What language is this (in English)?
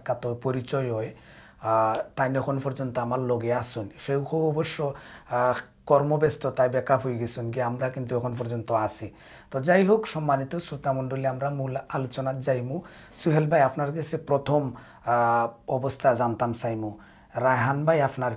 Sylheti